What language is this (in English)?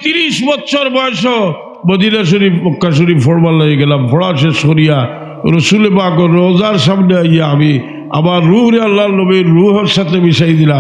Sylheti